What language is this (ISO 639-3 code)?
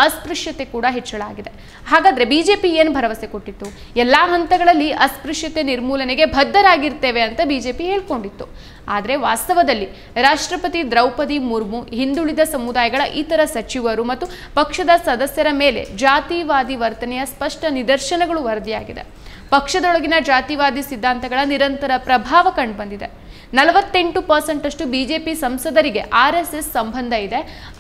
kan